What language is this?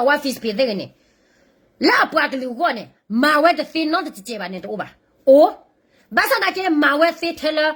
S'gaw Karen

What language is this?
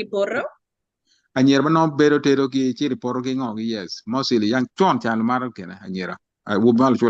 Acoli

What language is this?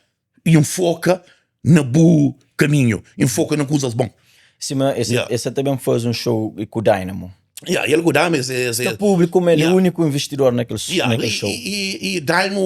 Kabuverdianu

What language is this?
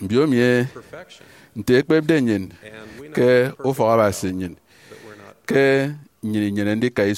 Efik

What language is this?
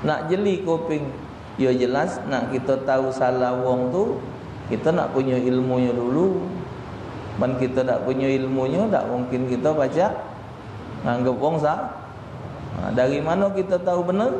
Musi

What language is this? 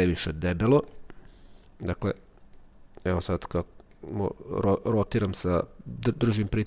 Croatian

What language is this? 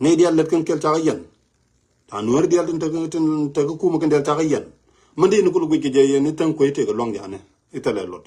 Nuer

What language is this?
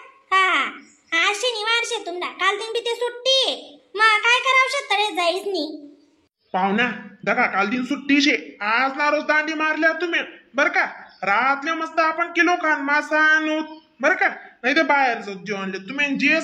Khandesi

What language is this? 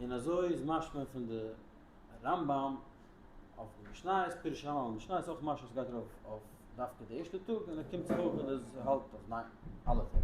Yiddish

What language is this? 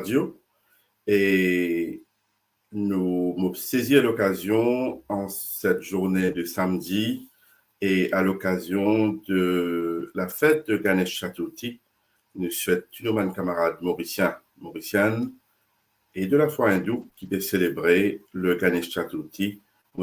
Morisyen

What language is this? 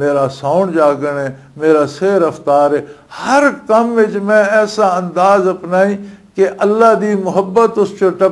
Western Panjabi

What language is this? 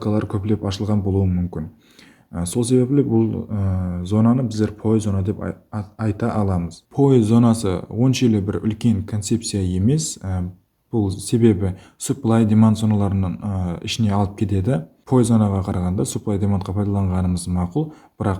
Kara-Kalpak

